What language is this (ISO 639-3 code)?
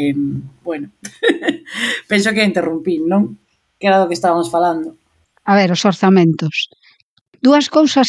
glg